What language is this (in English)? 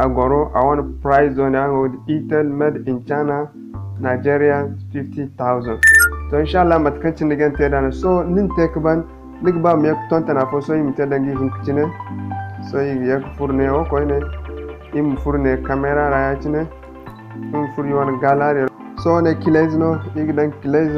Zarma